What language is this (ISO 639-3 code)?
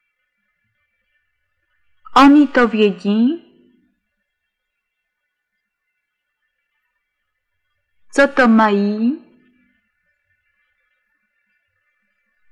ces